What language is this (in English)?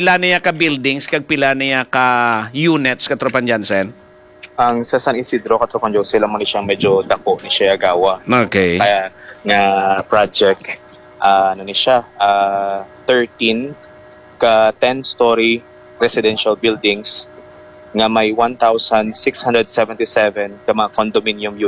Hiligaynon